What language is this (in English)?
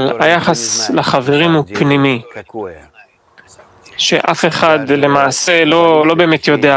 Hebrew